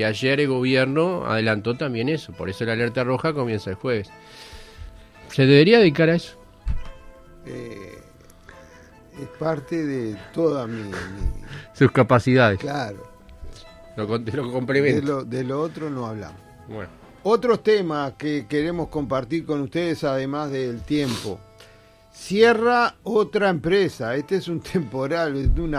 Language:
Spanish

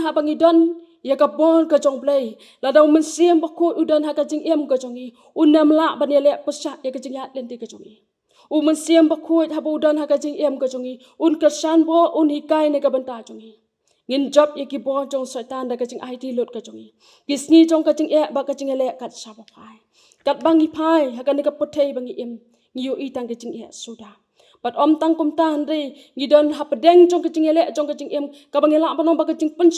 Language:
Khasi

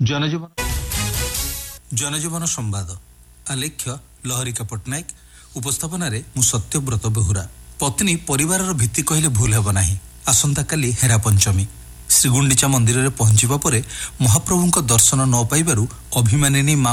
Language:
Odia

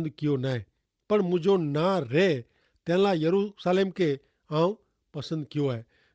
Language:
Kachhi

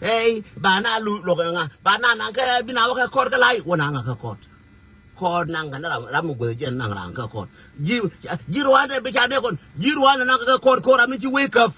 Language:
Nuer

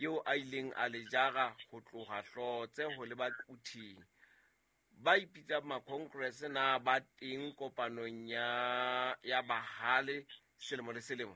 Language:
Southern Sotho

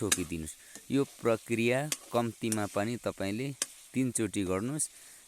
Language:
Nepali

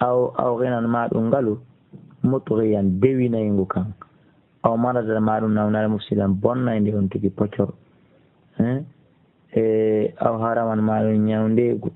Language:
Fula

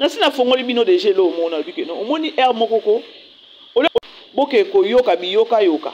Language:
Lingala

